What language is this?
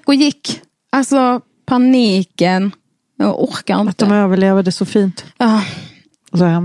Swedish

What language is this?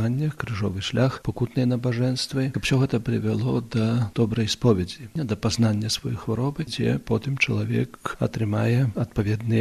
Belarusian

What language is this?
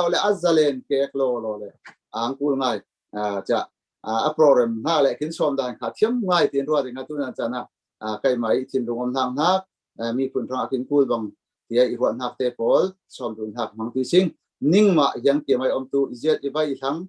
Falam Chin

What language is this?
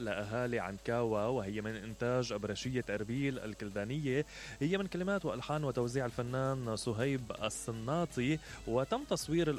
Mesopotamian Arabic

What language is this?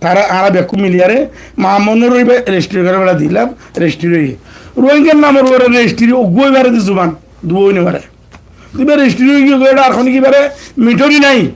Rohingya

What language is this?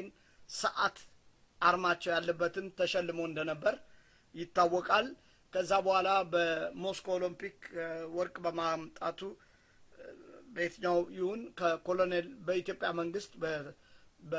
Amharic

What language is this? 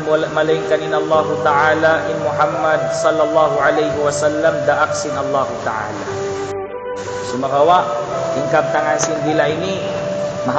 Tausug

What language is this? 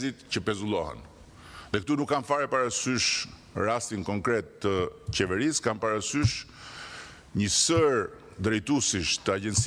Albanian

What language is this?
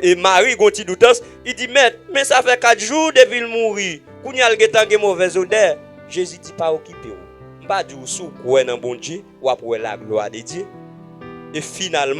Haitian Creole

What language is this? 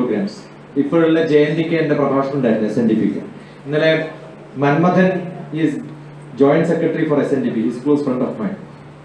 Malayalam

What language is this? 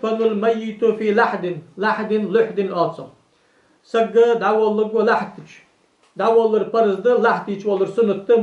Ingush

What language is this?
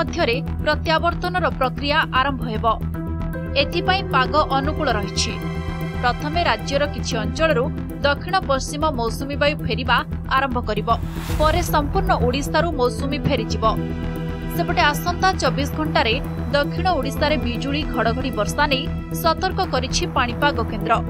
Odia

